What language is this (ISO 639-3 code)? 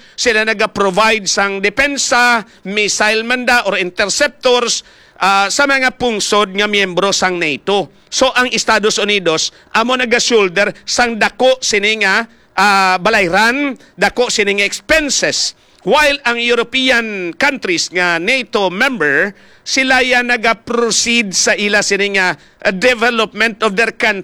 hil